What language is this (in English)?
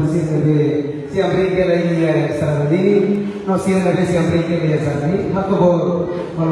Tetum